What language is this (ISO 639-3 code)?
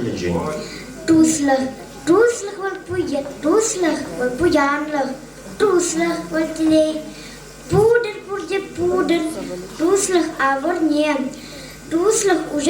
chv